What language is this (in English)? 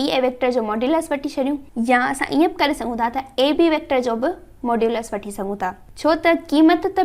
Sindhi